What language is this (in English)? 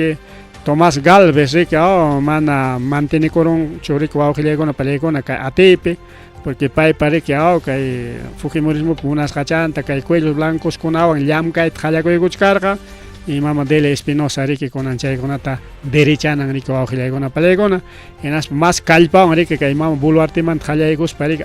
Ayacucho Quechua